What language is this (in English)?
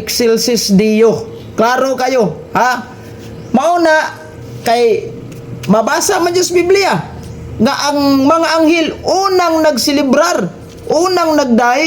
Cebuano